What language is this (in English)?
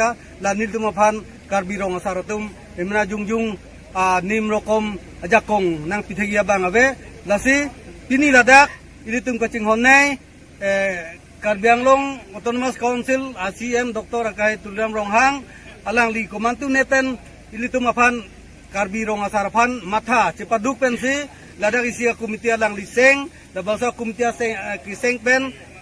Karbi